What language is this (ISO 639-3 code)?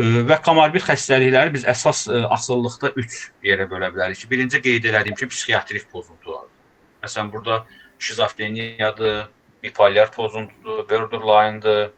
aze